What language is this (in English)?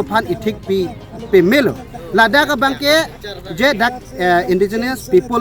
Karbi